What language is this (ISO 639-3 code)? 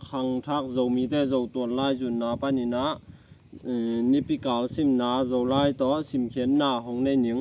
ctd